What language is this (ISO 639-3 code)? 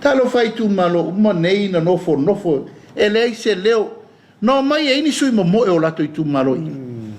smo